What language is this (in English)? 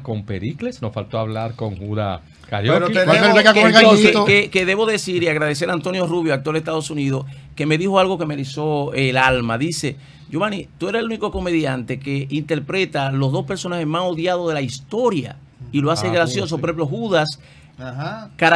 Spanish